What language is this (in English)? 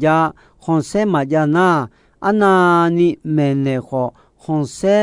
Akha